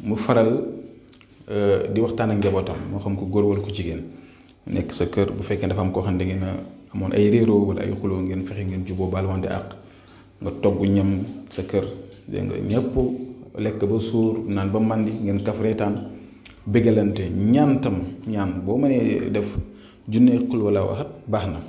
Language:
Wolof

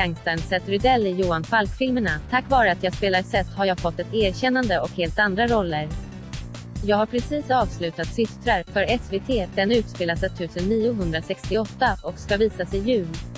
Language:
Swedish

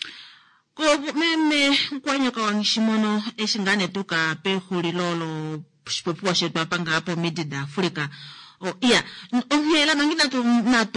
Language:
Kuanyama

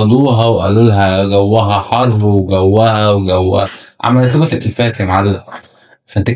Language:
Egyptian Arabic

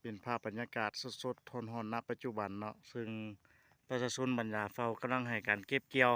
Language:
Lao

